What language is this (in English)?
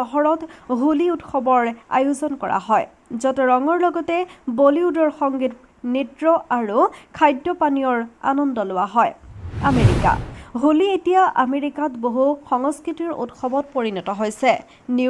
Assamese